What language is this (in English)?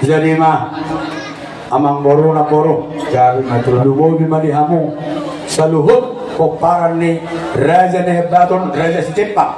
Batak Toba